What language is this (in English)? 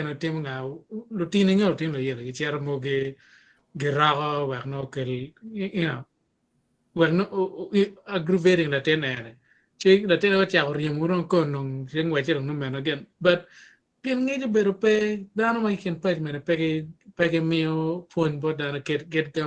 Acoli